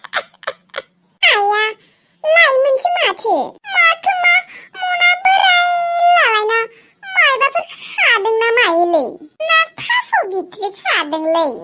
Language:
Bodo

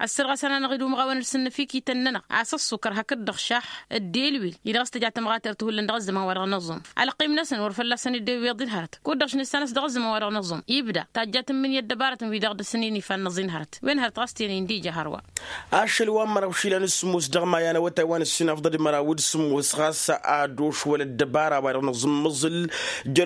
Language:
Tamasheq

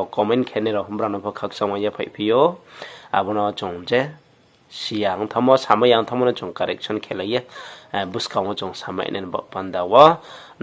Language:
Riang (India)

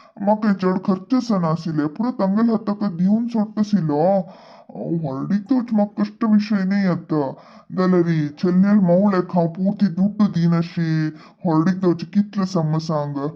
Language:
Konkani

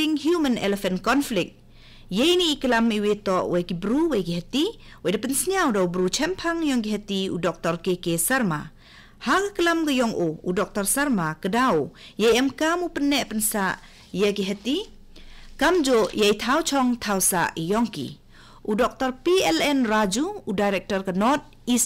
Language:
Khasi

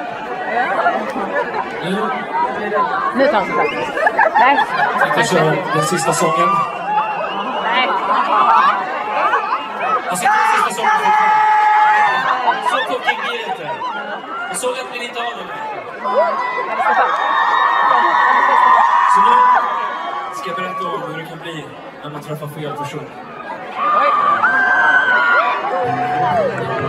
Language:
Swedish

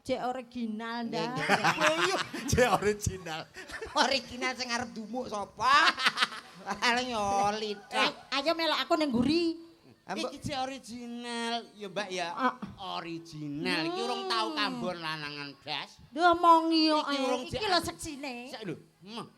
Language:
Javanese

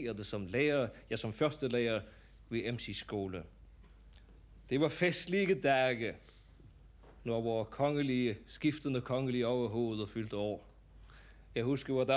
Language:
Danish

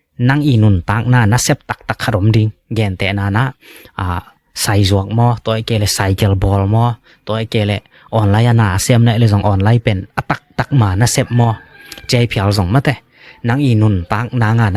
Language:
Tedim Chin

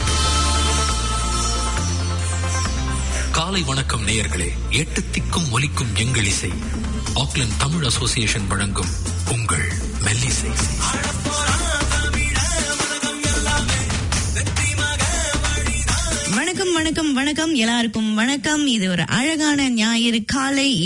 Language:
Tamil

